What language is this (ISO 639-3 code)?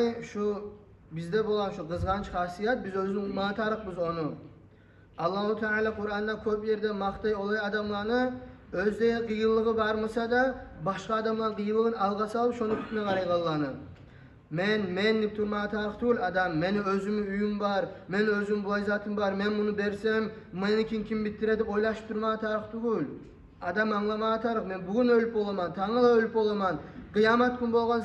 kum